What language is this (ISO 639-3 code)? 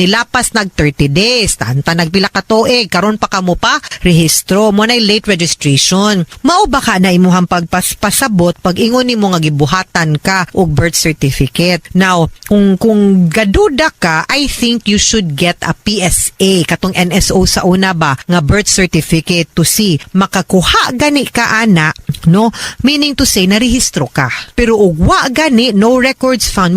ceb